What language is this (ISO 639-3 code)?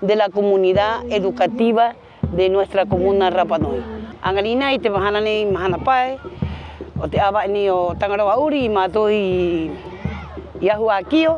rap